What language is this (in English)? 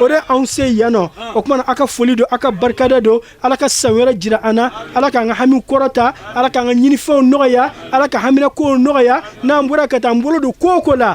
Bambara